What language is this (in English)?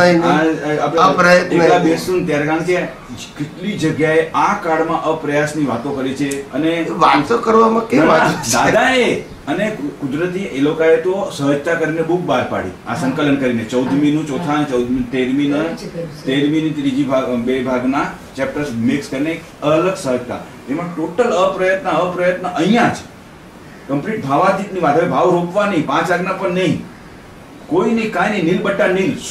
Gujarati